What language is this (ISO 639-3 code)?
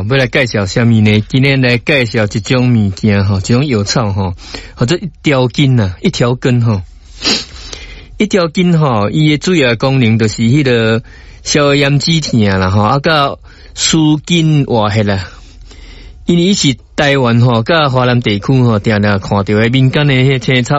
nan